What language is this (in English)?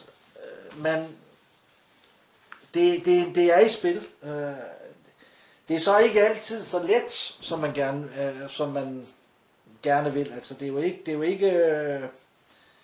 Danish